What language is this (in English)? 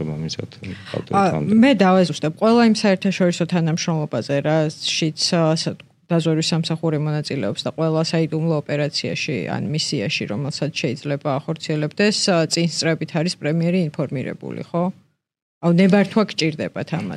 Georgian